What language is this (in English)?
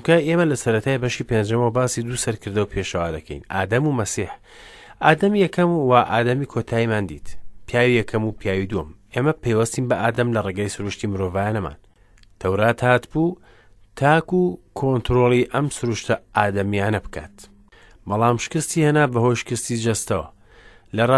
Central Kurdish